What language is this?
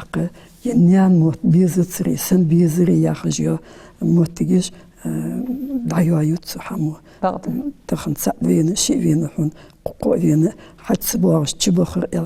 Ingush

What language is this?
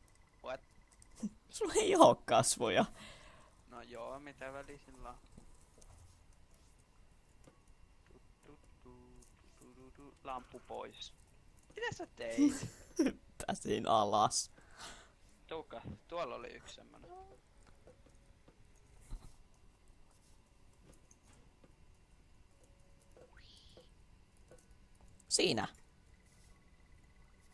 Finnish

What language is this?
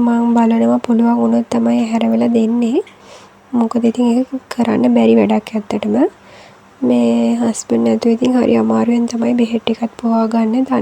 Sinhala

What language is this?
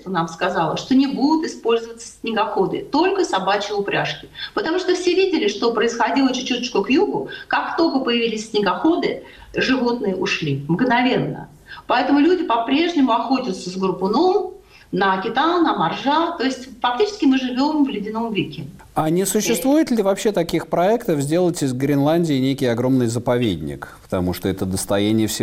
Russian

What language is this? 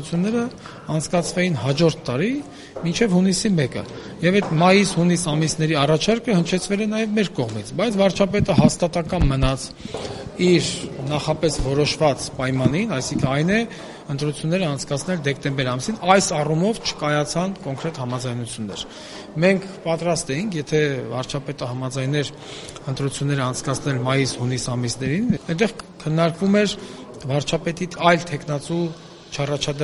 Armenian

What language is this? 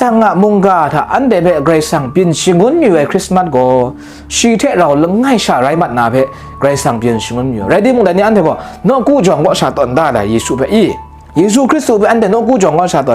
Kachin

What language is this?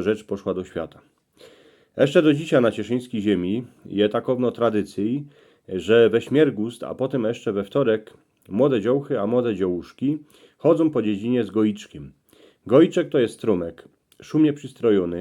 Silesian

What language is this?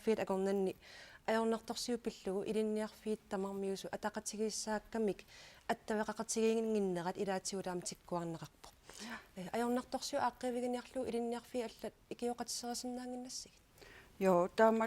Kalaallisut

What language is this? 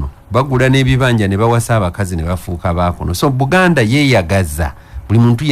Ganda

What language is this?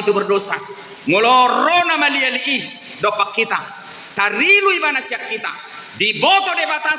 Batak Toba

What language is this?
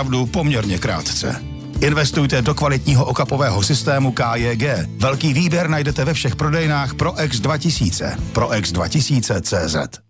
Czech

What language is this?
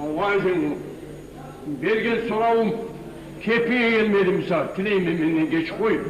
Kumyk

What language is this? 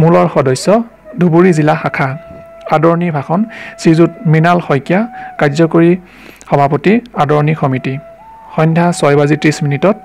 Assamese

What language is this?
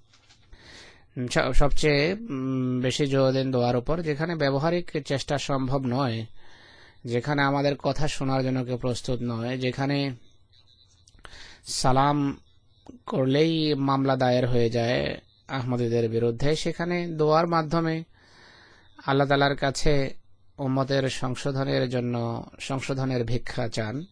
Bangla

